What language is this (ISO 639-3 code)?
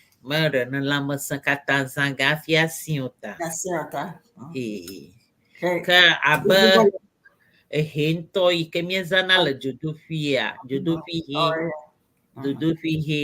ewe